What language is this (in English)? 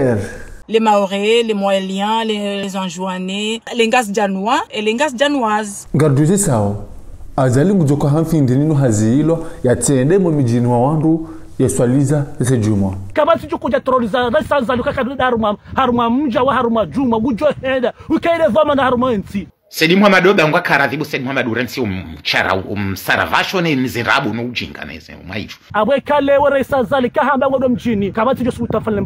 Ngazidja Comorian